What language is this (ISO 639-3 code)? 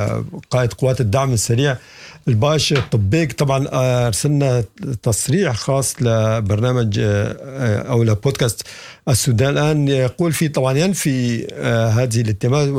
apd